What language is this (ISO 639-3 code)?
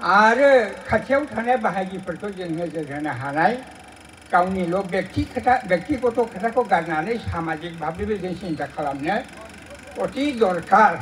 brx